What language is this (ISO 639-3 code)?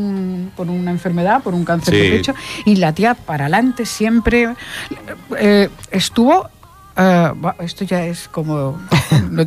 spa